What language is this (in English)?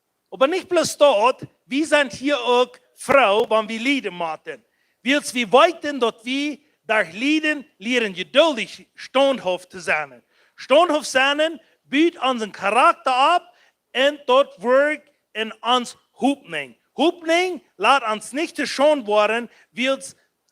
Plautdietsch